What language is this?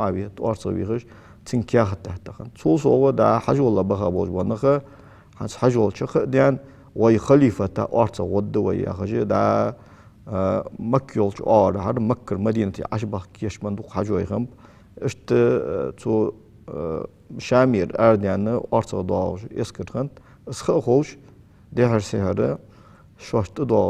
Ingush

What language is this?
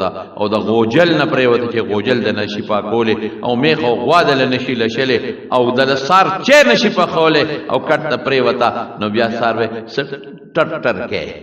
Pashto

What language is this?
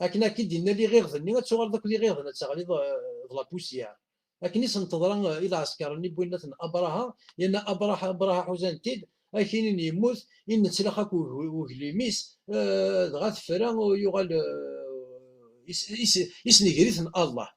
Kabyle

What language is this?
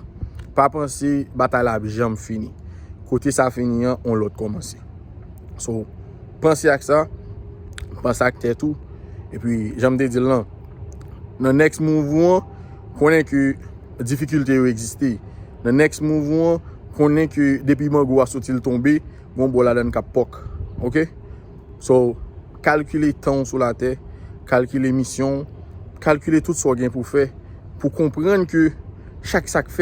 Haitian Creole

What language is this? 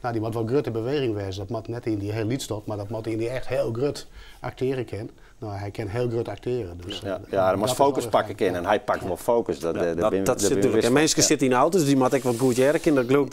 Western Frisian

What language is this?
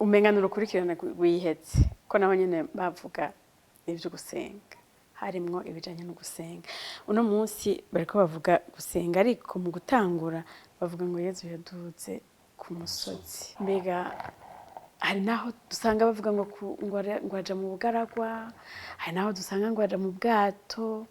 Rundi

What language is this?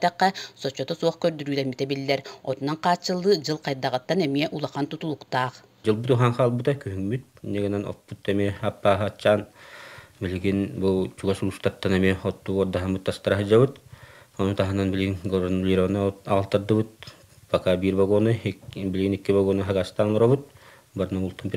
Yakut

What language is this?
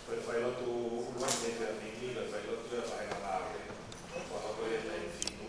Tongan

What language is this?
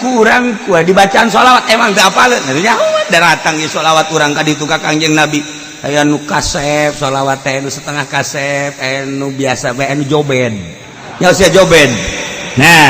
Sundanese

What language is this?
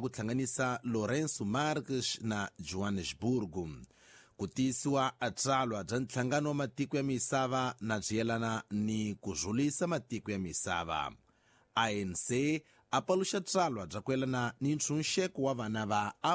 Tsonga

